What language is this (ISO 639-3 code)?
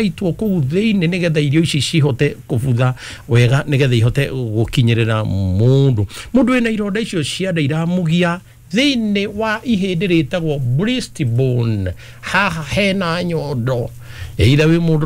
kik